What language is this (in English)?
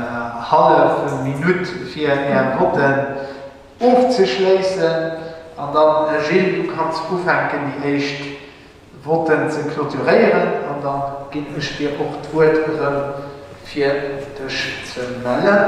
Luxembourgish